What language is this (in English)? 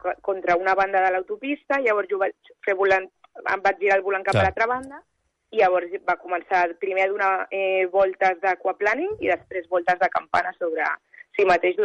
Catalan